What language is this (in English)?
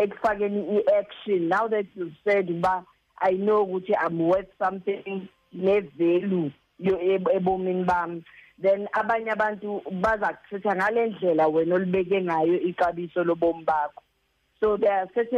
Xhosa